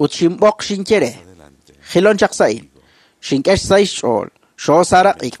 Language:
Kekchí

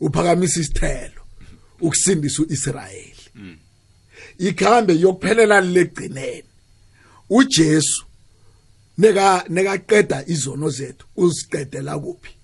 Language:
South Ndebele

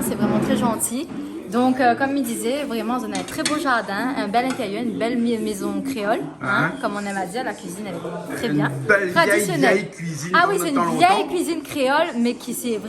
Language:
Réunion Creole French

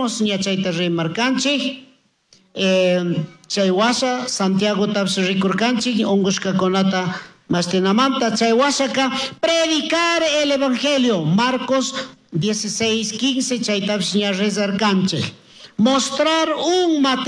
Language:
Chimborazo Highland Quichua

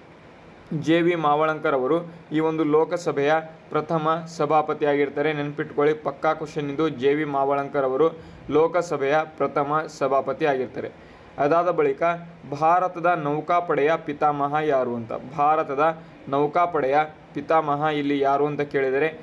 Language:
Kannada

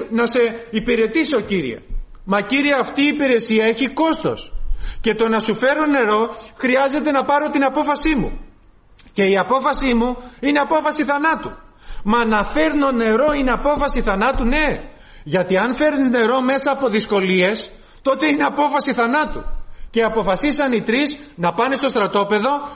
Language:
Greek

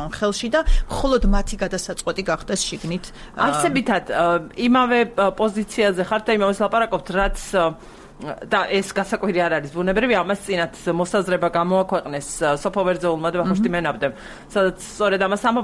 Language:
Georgian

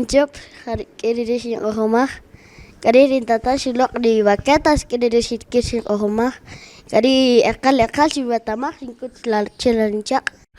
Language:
Kaqchikel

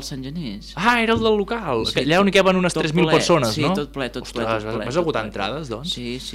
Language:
Catalan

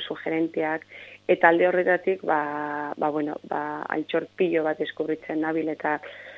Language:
Basque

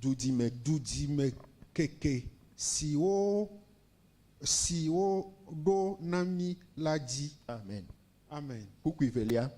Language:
Ewe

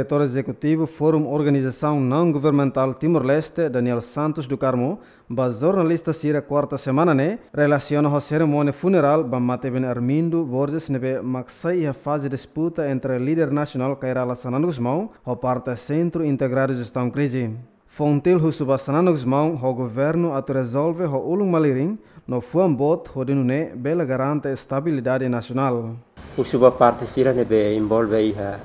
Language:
Tetum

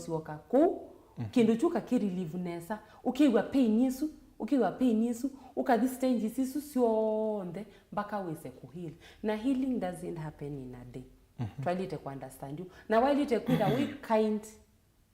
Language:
Kamba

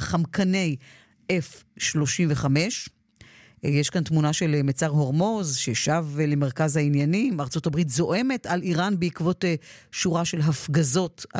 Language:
Hebrew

